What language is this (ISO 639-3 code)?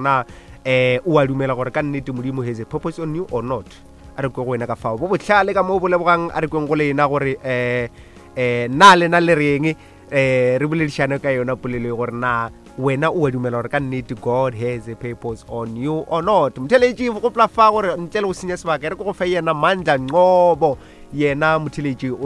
nso